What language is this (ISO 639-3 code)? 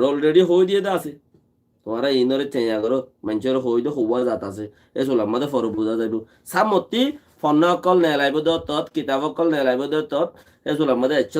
rhg